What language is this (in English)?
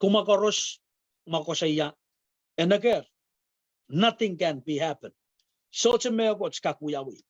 Pohnpeian